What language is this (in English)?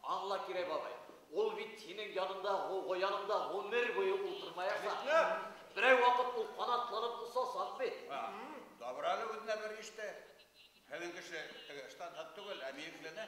Bashkir